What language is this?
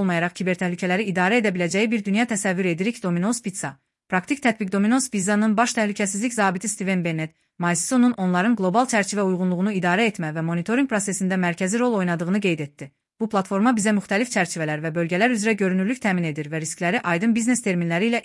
Azerbaijani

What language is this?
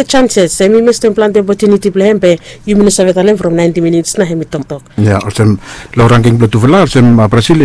Bislama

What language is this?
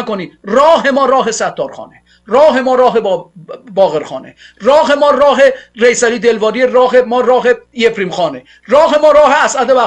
Persian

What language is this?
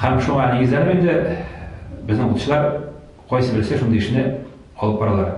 Tatar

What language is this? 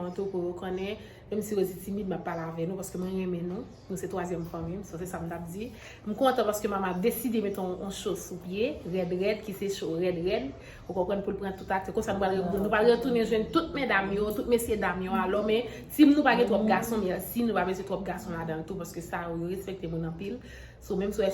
Haitian Creole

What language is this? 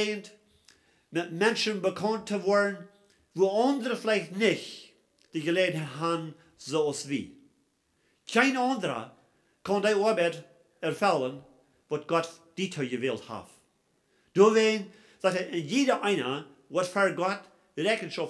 Plautdietsch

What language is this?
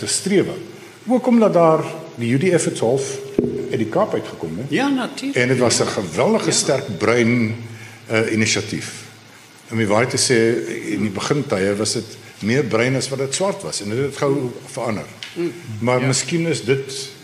Afrikaans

